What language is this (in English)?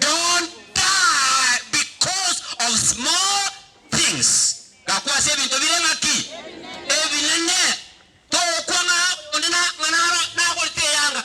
Gusii